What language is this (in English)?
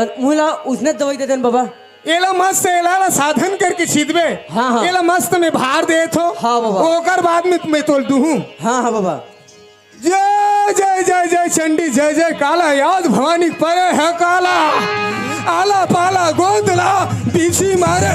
Chhattisgarhi